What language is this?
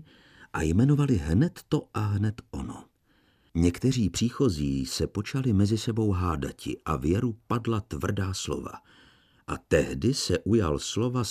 Czech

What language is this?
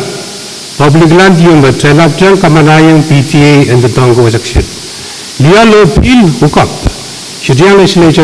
Pohnpeian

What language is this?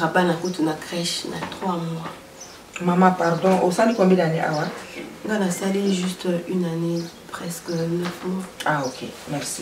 Lingala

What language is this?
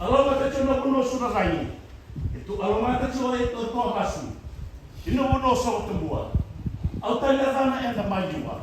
Fijian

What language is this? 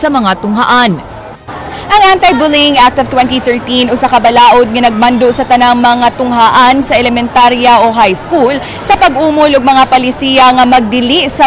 Cebuano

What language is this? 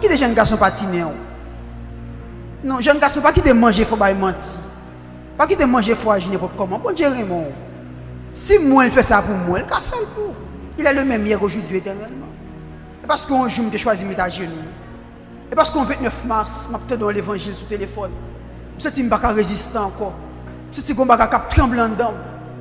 Haitian Creole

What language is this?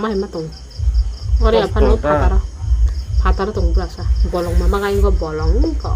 Kok Borok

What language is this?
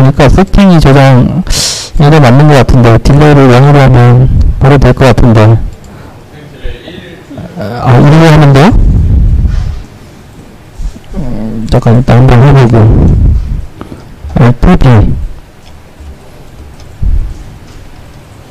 Korean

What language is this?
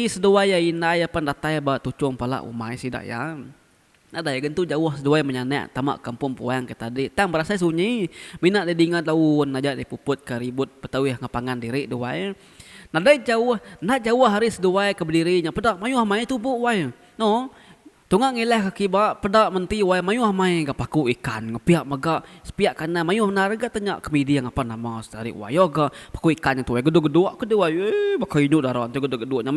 Iban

